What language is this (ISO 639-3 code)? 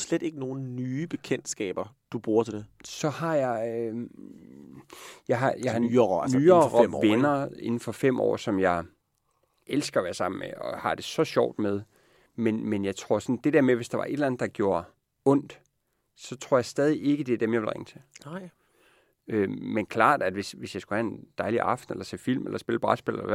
dan